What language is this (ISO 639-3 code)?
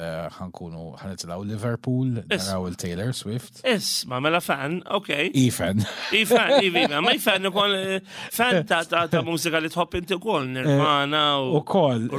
mlt